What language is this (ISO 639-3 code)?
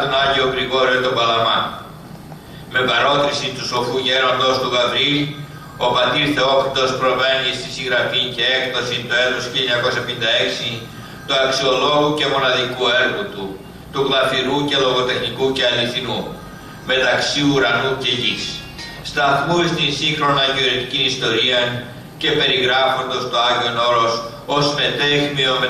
ell